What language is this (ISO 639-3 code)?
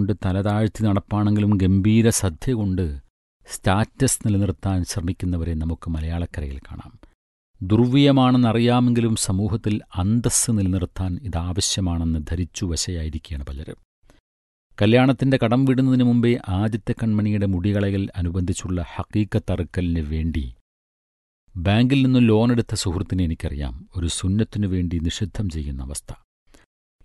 mal